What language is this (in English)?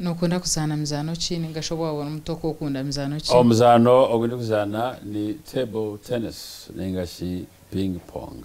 Nyankole